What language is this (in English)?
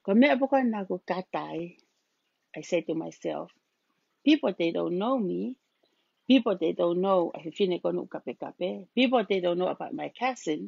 Tongan